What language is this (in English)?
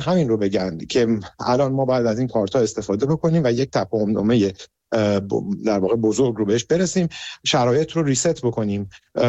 Persian